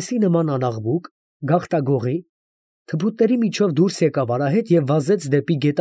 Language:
Armenian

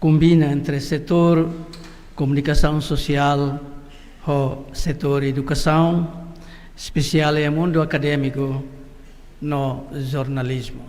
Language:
Tetum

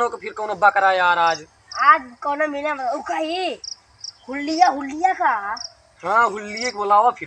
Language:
Awadhi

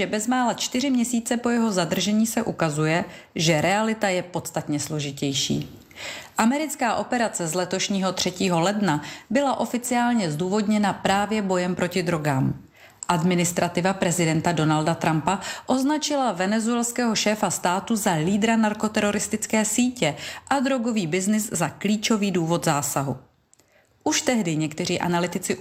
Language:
Czech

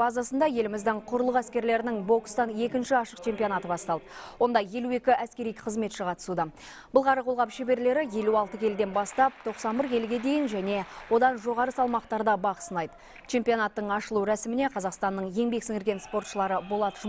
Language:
Kazakh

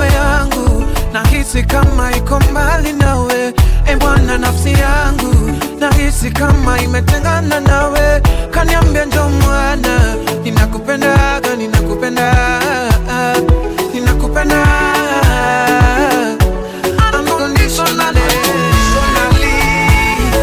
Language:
Swahili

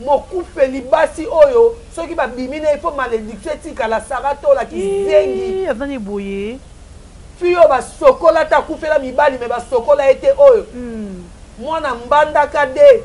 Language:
Lingala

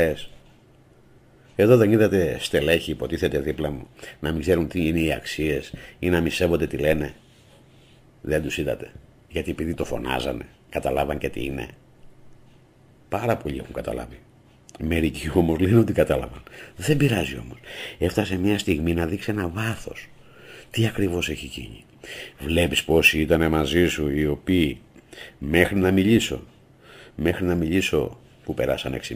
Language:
Greek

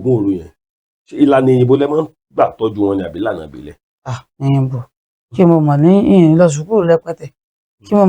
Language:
Yoruba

